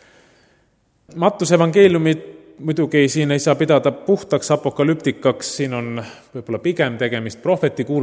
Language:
Estonian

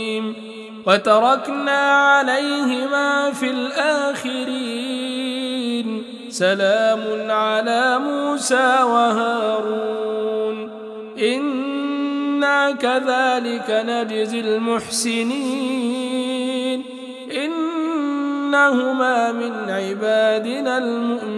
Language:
Arabic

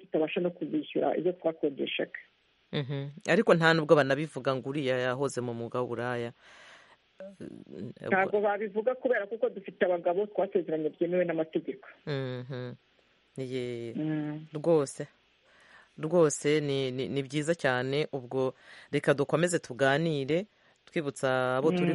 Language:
Kinyarwanda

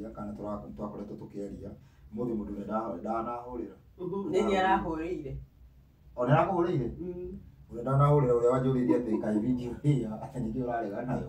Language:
Kikuyu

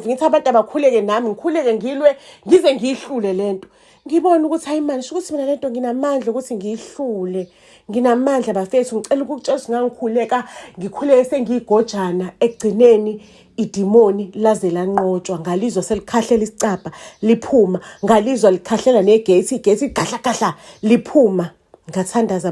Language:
Zulu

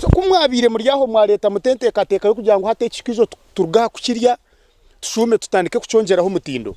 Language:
Nyankole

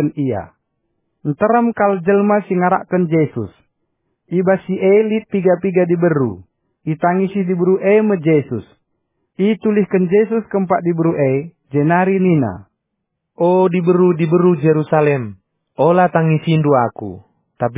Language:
Batak Karo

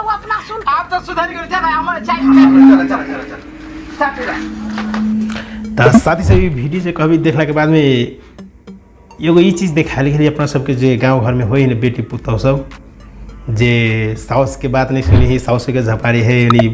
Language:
Maithili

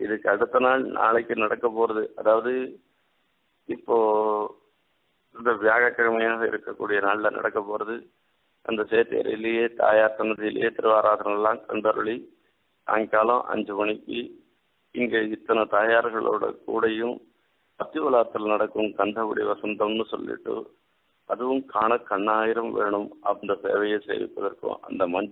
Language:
Tamil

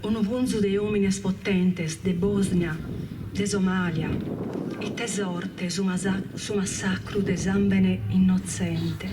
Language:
Sardinian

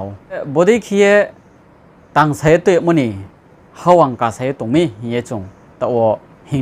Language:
Riang (India)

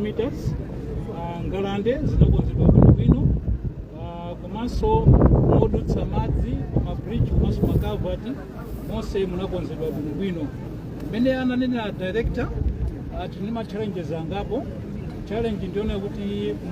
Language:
Nyanja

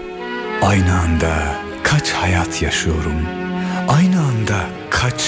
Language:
Turkish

